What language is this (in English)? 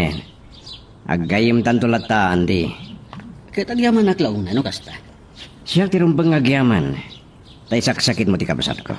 Iloko